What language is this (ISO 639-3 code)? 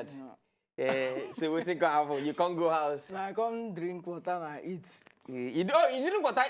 pcm